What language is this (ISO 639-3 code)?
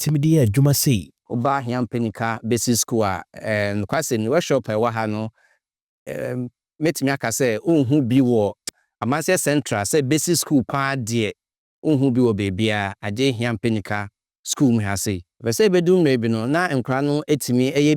aka